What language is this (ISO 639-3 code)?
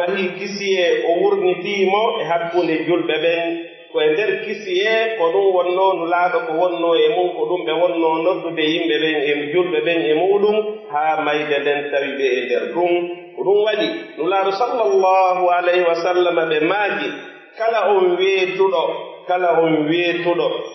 fuf